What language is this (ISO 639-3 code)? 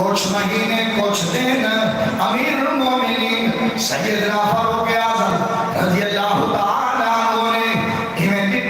skr